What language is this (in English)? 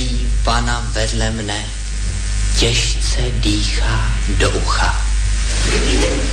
Czech